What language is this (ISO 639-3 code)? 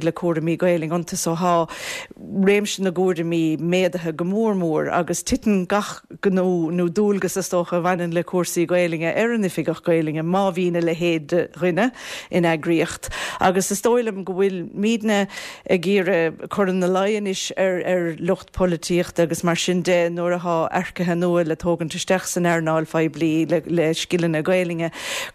gle